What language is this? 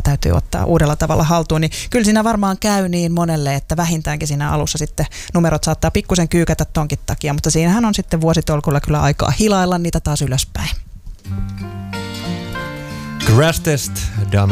Finnish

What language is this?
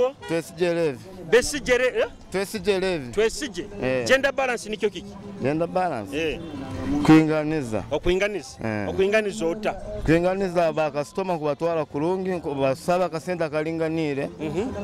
Nyoro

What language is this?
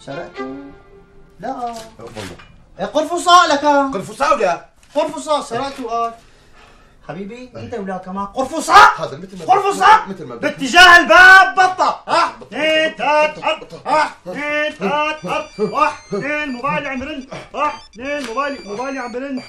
North Levantine Arabic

